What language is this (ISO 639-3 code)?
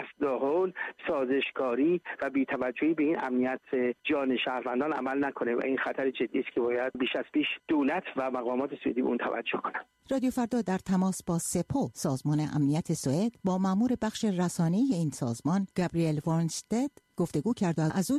fas